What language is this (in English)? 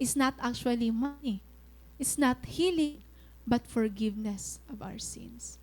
Waray